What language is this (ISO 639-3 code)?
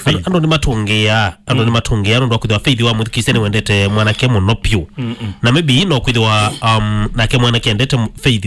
kam